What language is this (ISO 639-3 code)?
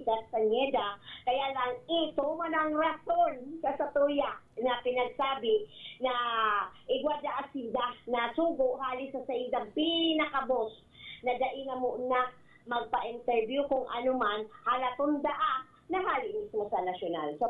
bik